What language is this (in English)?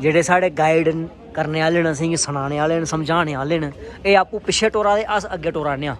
Dogri